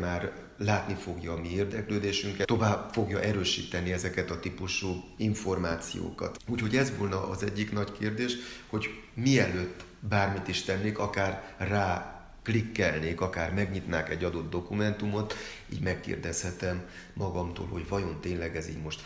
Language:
Hungarian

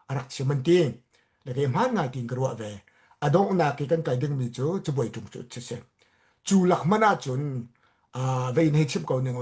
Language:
Hakha Chin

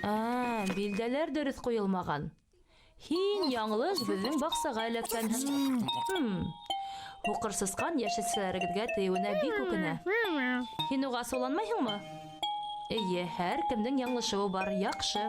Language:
Bashkir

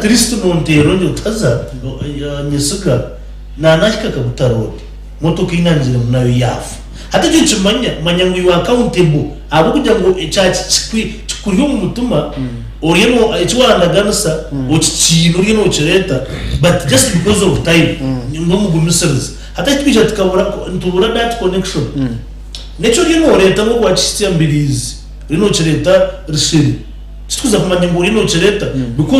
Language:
Nyankole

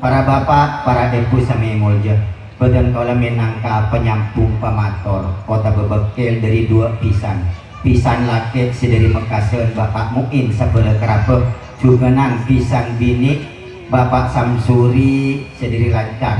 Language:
Madurese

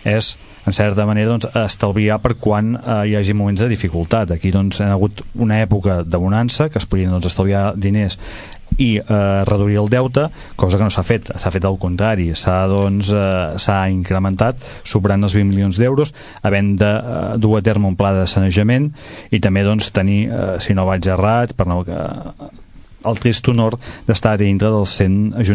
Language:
Catalan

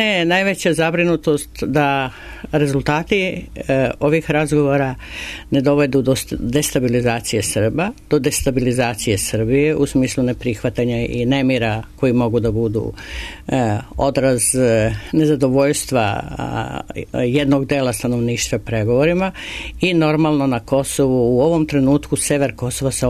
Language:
Serbian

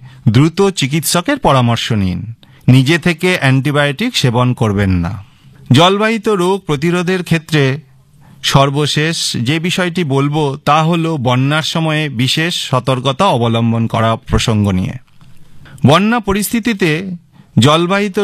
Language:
Bangla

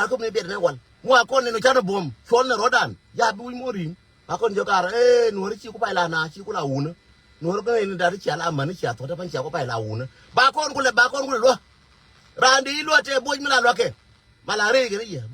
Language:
Nuer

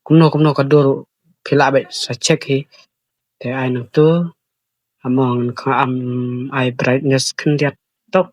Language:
Khasi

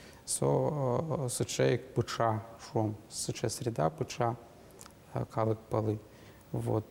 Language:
Udmurt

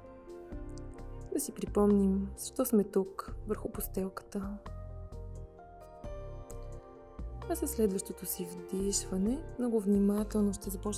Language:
Bulgarian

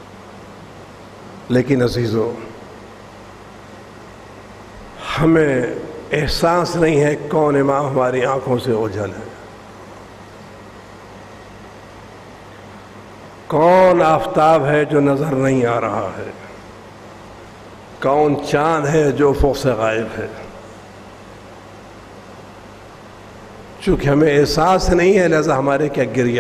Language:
Urdu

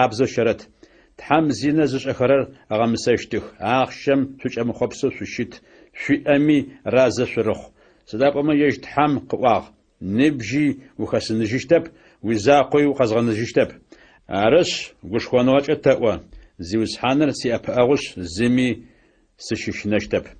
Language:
Adyghe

